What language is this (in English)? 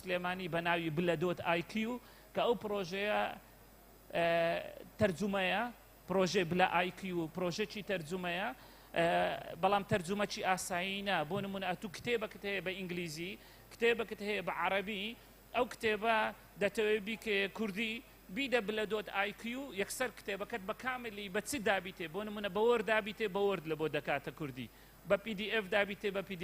Central Kurdish